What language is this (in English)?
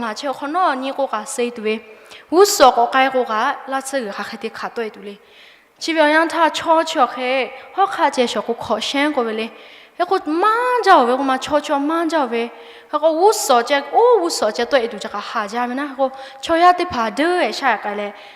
Lahu